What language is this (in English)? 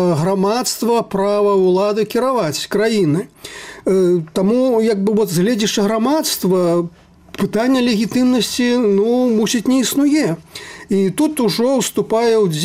Belarusian